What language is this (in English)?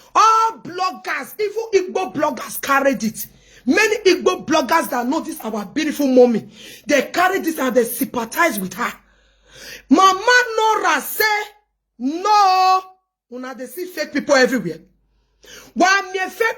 Nigerian Pidgin